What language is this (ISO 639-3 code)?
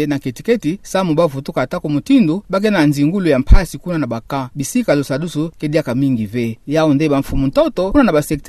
ktu